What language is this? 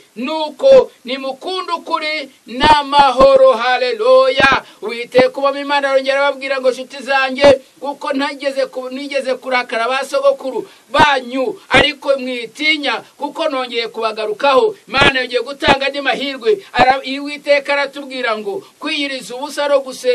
Kinyarwanda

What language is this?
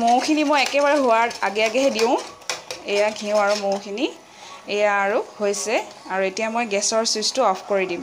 Assamese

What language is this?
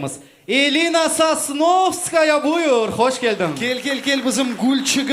Crimean Tatar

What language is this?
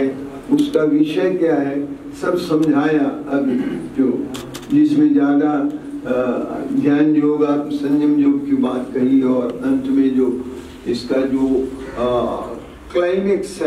Hindi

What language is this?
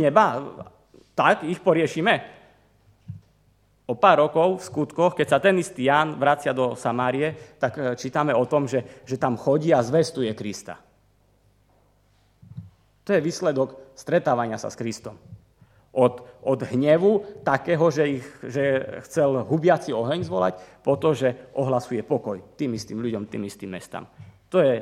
Slovak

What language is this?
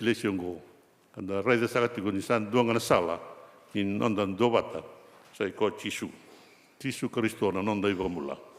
Fijian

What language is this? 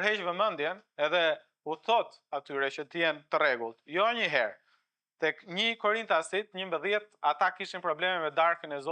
Albanian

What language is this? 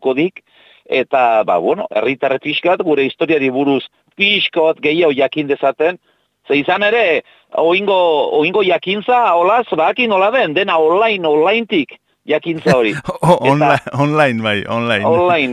Basque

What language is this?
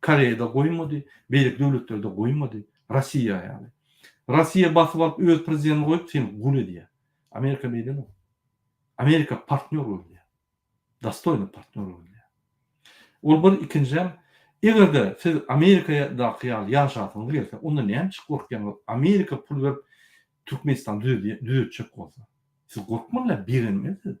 Turkmen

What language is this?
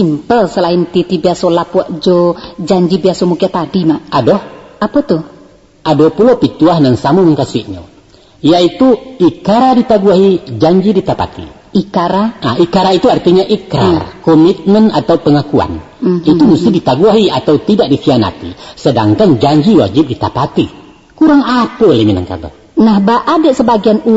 Minangkabau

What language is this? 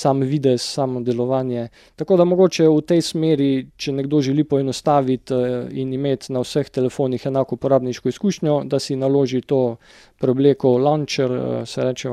Slovenian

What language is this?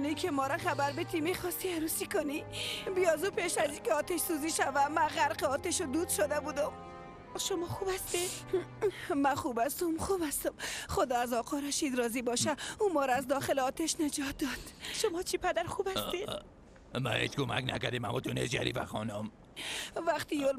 Persian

